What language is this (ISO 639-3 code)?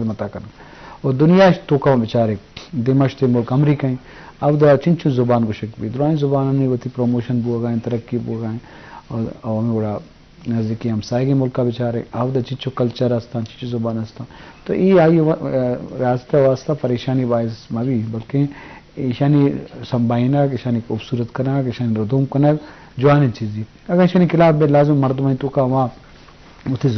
bal